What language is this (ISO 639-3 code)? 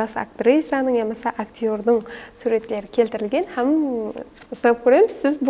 kaa